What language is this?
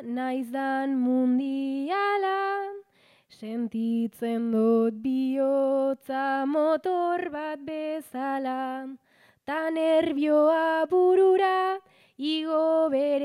Basque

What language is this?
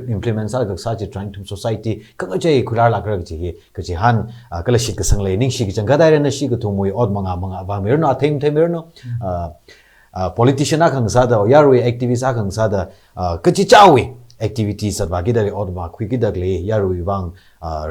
Tangkhul Naga (India)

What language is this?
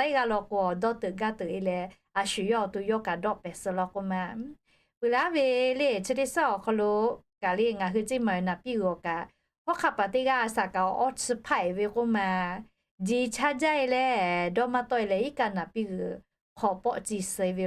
Lahu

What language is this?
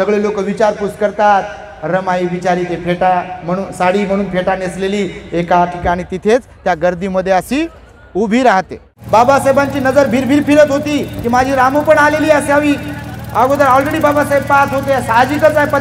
Marathi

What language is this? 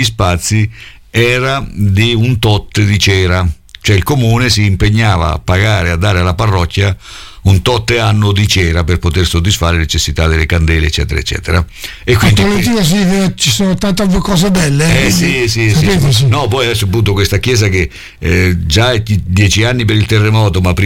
Italian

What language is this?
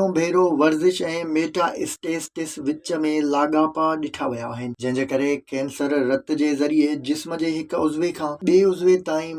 Sindhi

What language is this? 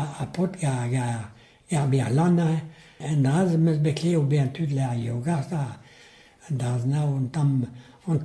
Breton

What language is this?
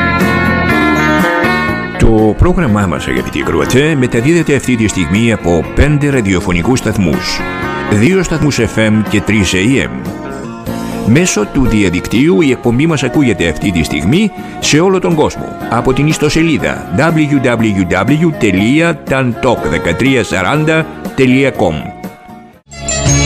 Greek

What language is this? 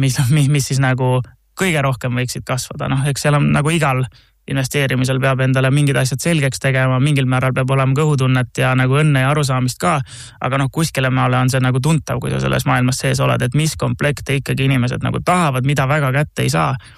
Estonian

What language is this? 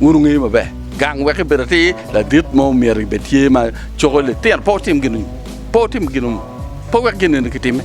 Acoli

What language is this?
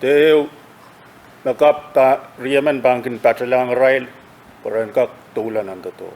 Pohnpeian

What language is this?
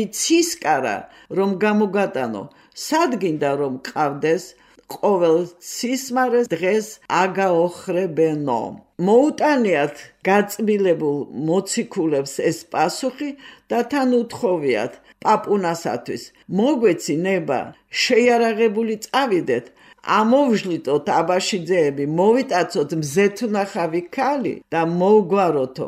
Georgian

